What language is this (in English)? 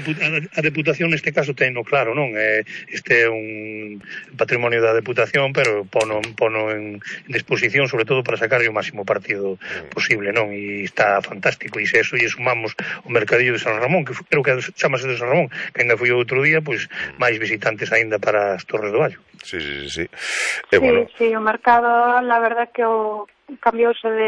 Galician